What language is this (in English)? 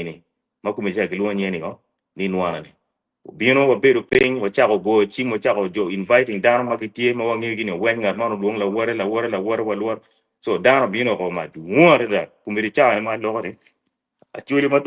Acoli